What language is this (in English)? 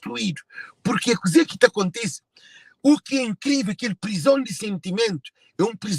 Kabuverdianu